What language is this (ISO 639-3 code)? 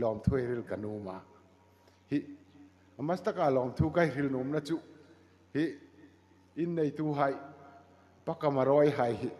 hmr